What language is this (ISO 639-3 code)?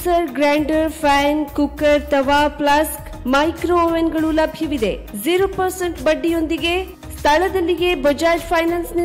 kan